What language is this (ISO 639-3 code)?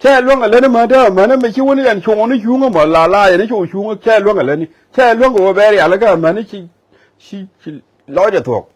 nus